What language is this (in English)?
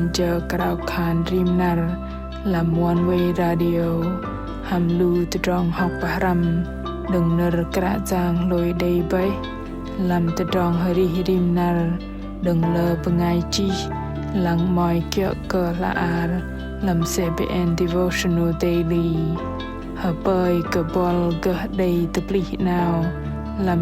Bahnar